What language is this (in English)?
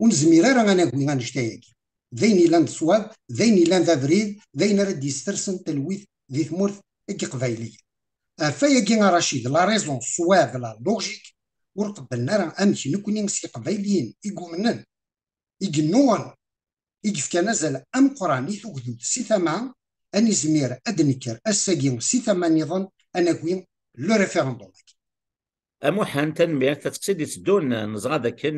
Kabyle